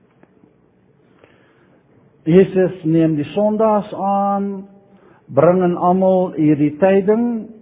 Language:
Afrikaans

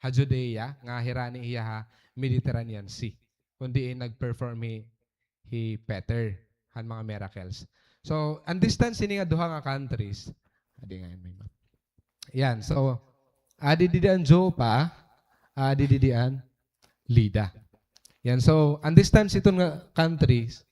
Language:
Waray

